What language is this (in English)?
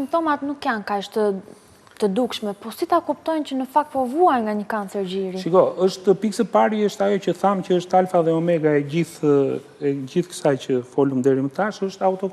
Albanian